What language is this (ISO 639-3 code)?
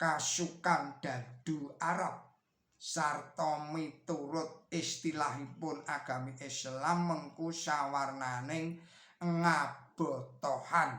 jav